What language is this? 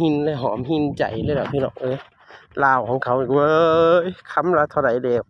Northeastern Thai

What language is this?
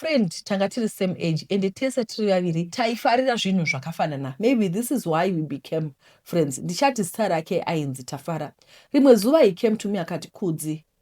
Shona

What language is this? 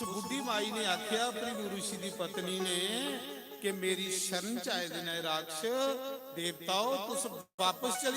Dogri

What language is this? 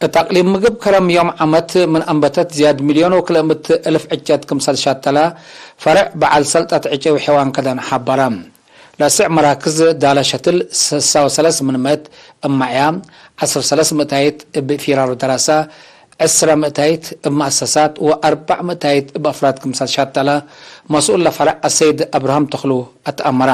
Tigre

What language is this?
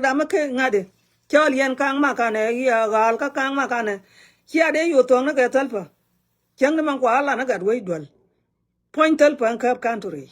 Nuer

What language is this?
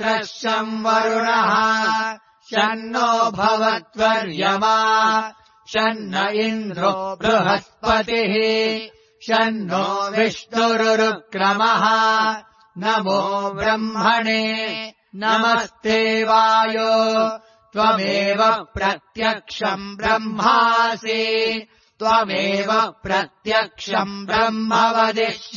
Sanskrit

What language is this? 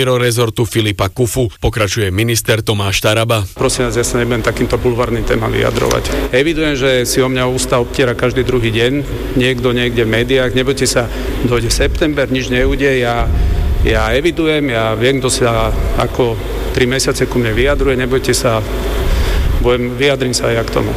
Slovak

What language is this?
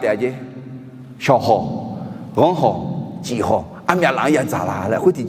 Akha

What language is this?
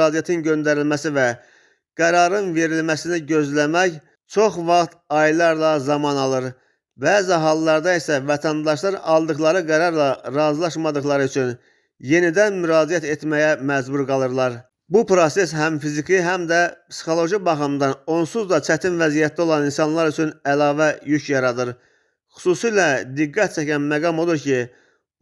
Azerbaijani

